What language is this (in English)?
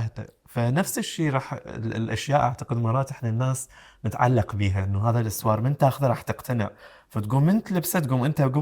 Mesopotamian Arabic